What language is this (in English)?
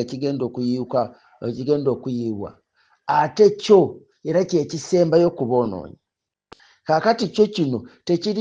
Ganda